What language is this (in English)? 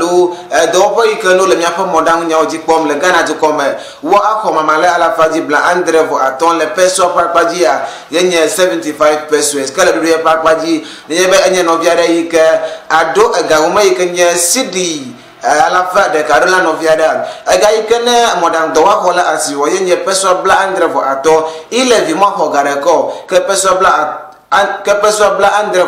Ewe